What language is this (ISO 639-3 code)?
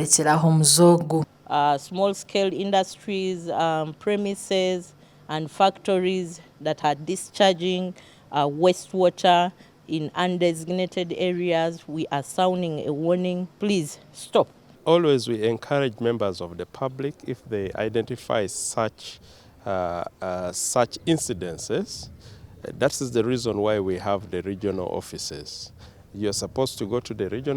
nyn